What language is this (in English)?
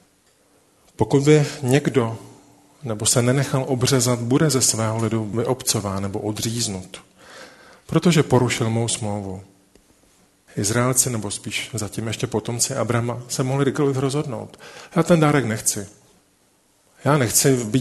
Czech